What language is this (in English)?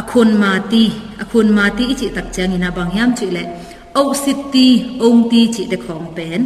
Tedim Chin